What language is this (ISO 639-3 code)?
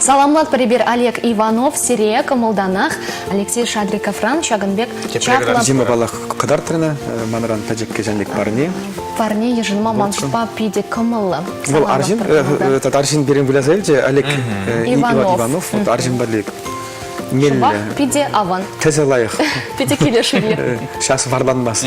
chv